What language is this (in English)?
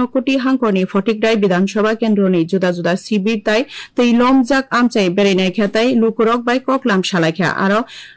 Kok Borok